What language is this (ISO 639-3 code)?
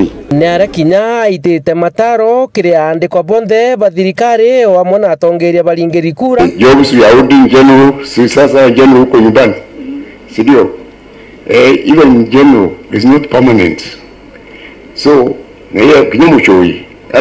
mer